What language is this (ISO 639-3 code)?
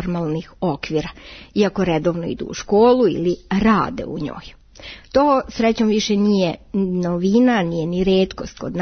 srp